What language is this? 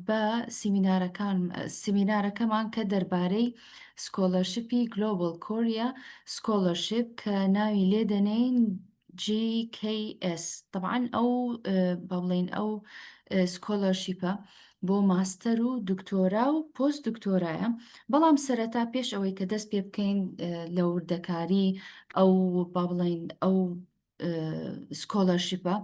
Central Kurdish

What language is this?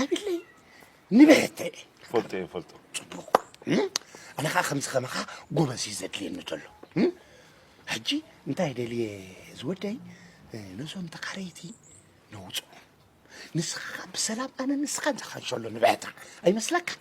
Tigrinya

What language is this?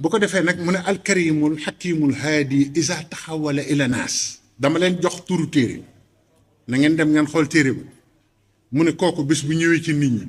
Wolof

